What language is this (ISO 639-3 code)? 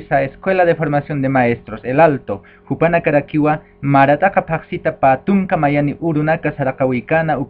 aym